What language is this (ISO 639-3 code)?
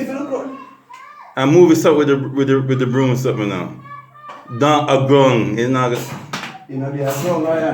jam